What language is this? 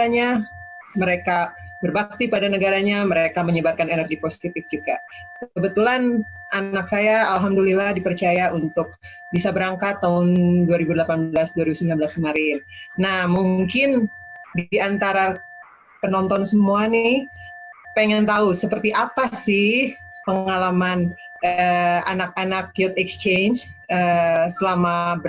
Indonesian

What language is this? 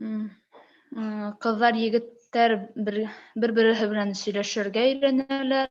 Bashkir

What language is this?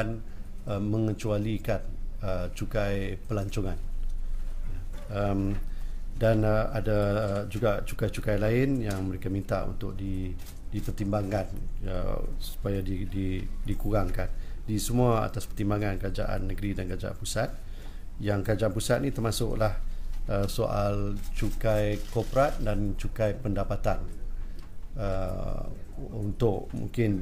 Malay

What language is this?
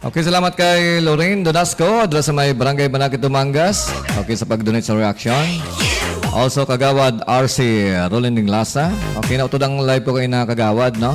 Hiligaynon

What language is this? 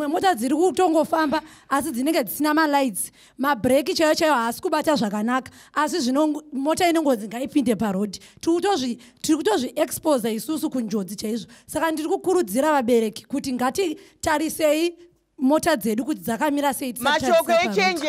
Shona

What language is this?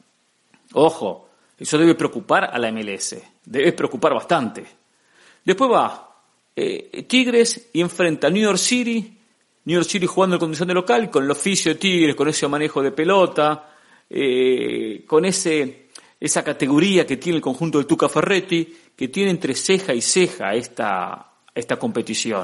Spanish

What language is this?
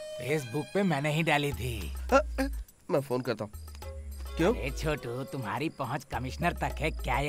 Hindi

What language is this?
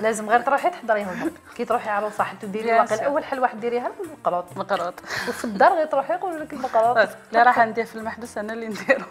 Algerian Arabic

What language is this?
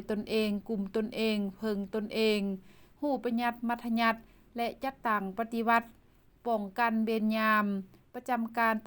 Lao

